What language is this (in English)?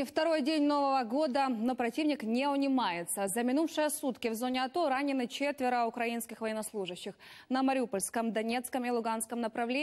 Russian